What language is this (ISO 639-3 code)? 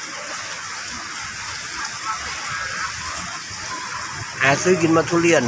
lao